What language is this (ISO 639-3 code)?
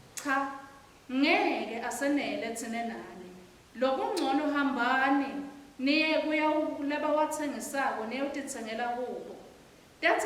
ssw